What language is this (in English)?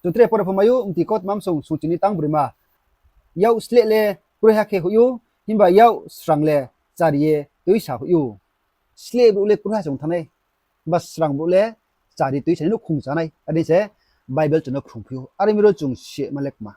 Riang (India)